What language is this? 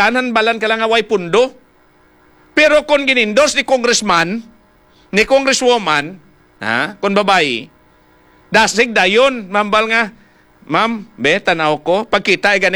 Hiligaynon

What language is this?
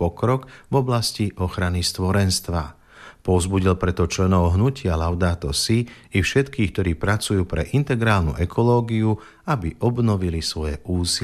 Slovak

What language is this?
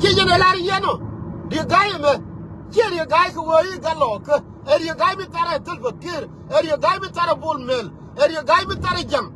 Nuer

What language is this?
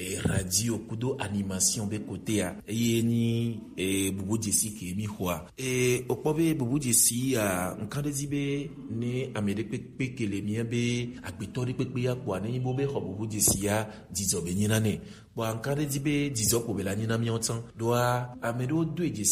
Gen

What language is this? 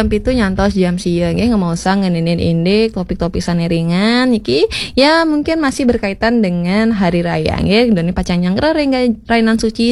Balinese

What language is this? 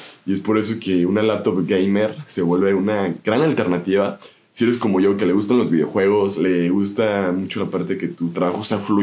Spanish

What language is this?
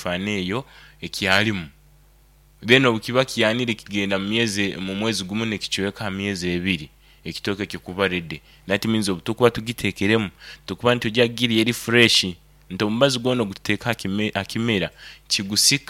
Nyoro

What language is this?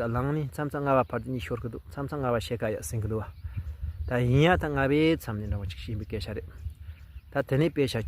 Tibetan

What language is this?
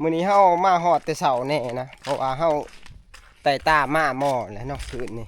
Northeastern Thai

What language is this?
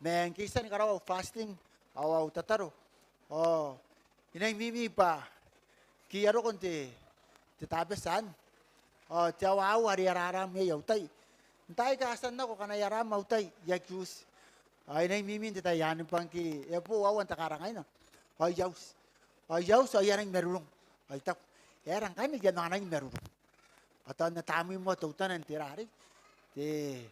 Gilbertese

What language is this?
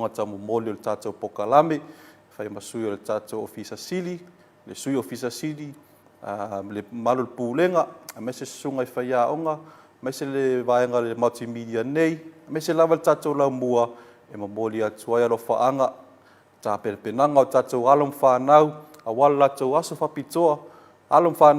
Samoan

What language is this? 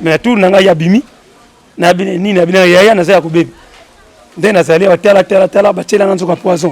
Lingala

